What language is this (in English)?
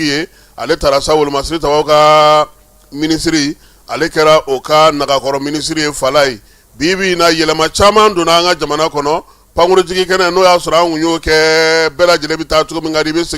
Bambara